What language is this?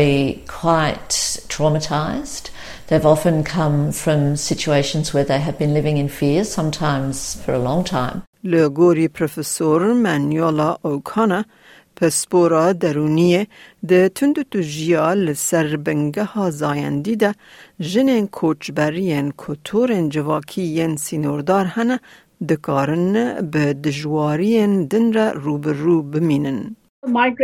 Kurdish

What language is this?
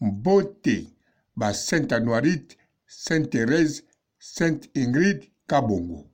Lingala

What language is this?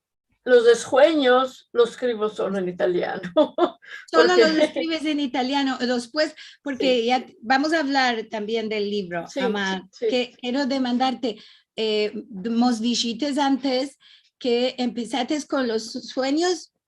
Ladino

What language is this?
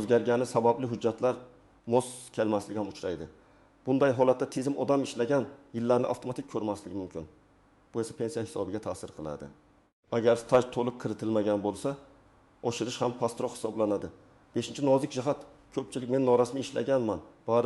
Uzbek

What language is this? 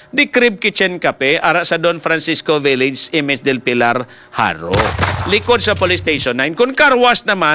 Hiligaynon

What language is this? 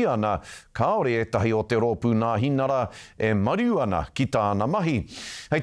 Māori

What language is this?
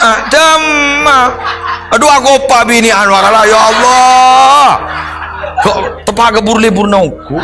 Madurese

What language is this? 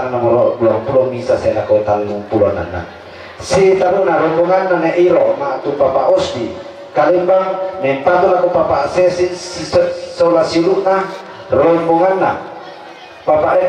Toraja-Sa'dan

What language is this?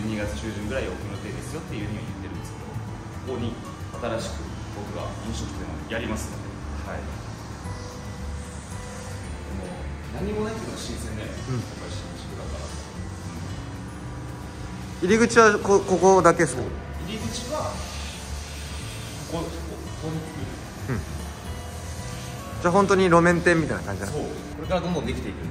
Japanese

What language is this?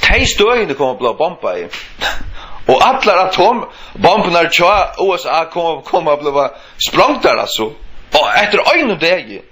Faroese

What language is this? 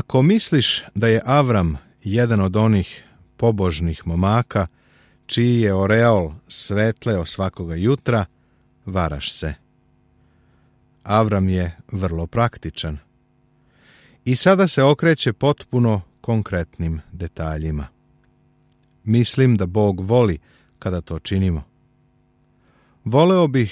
Serbian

